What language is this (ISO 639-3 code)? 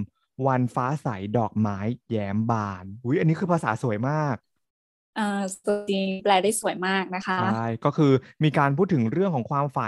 tha